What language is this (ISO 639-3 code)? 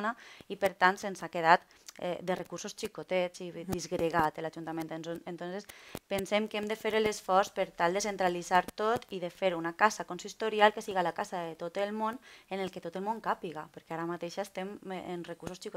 cat